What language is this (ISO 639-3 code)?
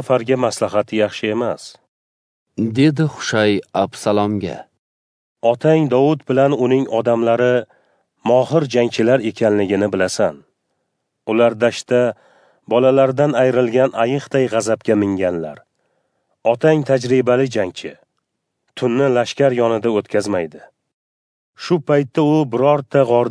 uzb